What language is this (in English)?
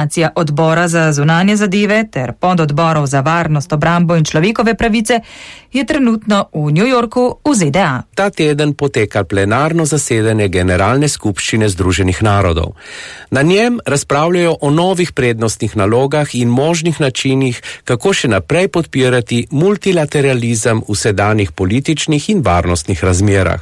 Slovenian